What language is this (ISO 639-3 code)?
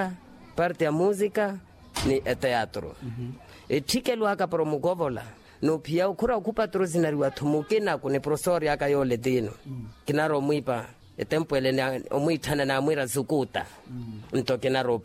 vmw